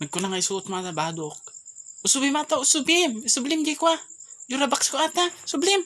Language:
Iloko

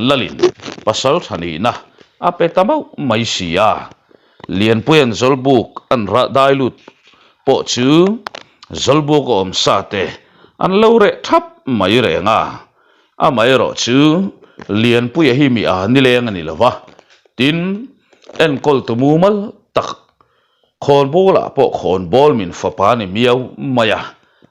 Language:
Mizo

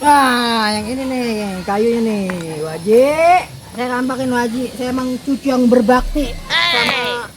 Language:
Betawi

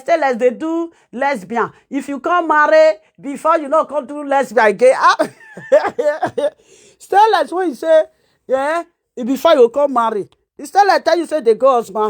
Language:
Nigerian Pidgin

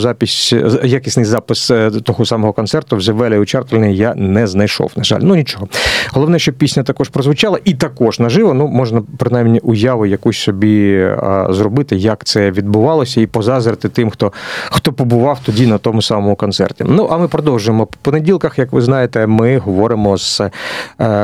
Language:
Ukrainian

